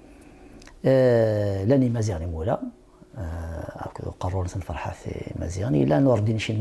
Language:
Kabyle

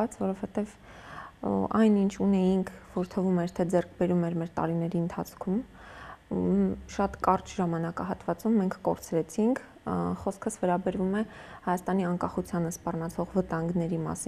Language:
Armenian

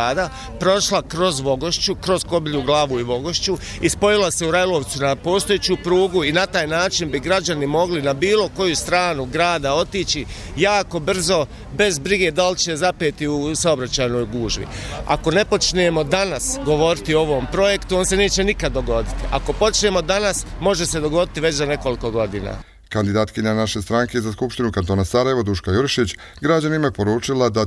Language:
Bosnian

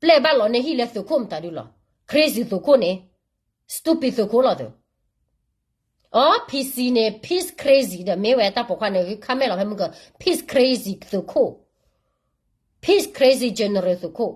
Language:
S'gaw Karen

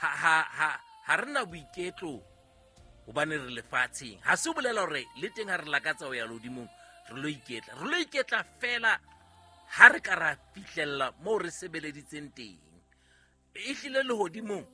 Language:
Southern Sotho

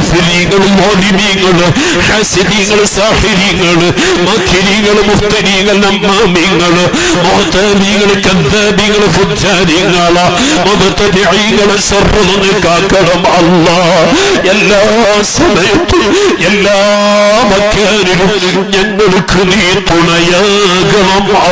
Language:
Malayalam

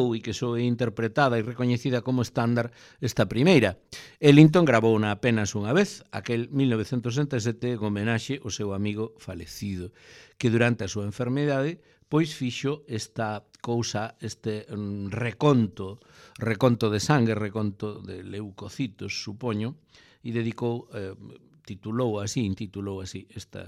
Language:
Galician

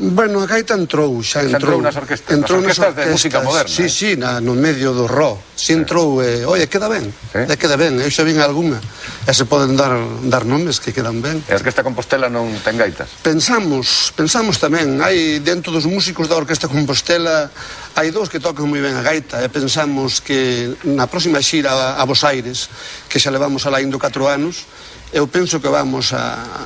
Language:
Galician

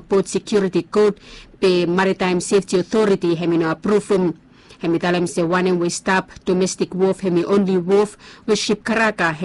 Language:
Bislama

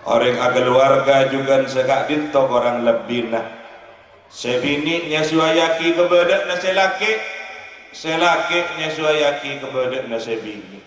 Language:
Madurese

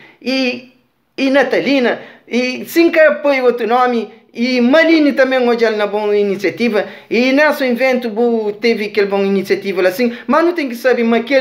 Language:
Kabuverdianu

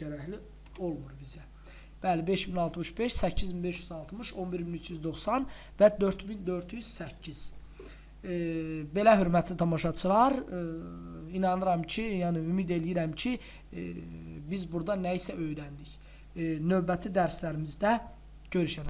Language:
Azerbaijani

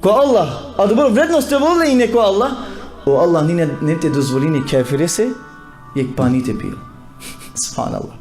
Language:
Balkan Romani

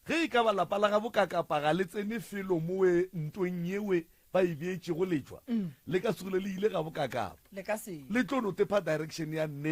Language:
Northern Sotho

